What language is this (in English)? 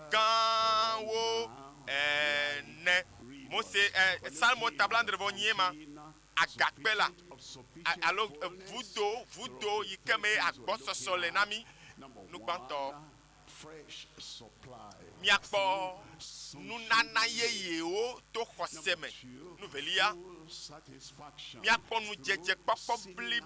Ewe